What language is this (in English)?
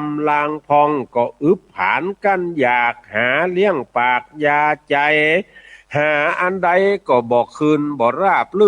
Northern Thai